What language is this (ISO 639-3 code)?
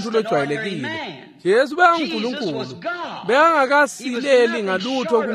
ssw